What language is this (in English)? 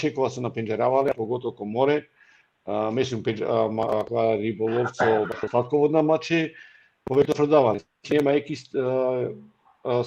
Balkan Romani